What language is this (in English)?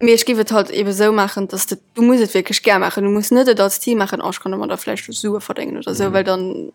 Luxembourgish